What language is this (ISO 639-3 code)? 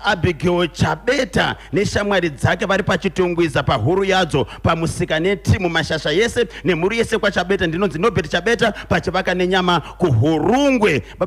sna